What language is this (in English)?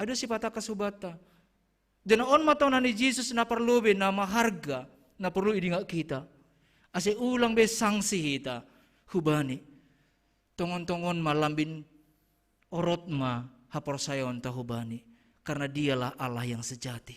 Batak Simalungun